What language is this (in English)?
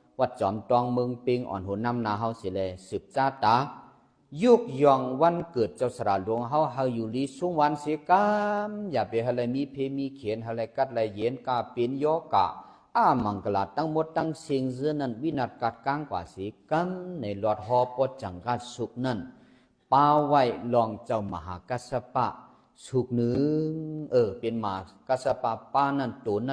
Shan